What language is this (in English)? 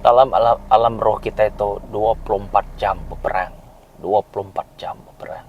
Iban